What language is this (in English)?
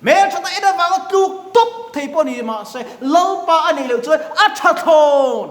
Mizo